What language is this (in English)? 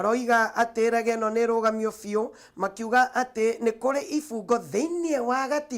Kikuyu